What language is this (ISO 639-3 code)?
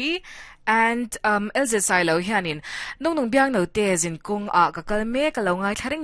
lus